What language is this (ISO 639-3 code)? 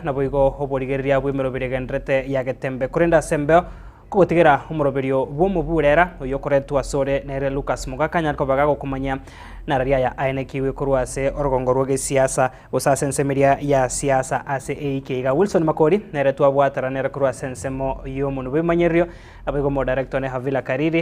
guz